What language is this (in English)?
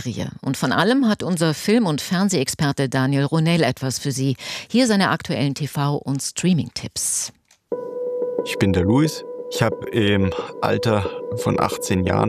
German